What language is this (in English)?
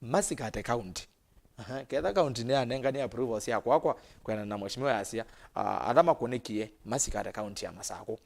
Kamba